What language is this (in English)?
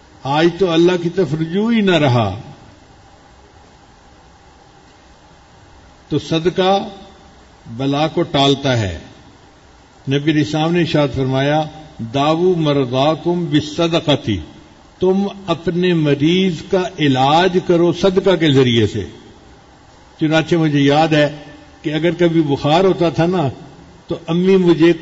Urdu